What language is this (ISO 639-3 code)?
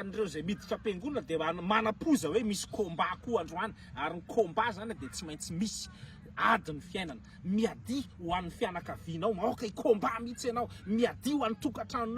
mlg